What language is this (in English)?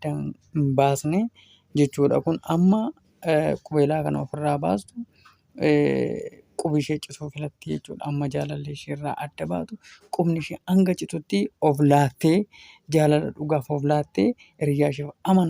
Oromo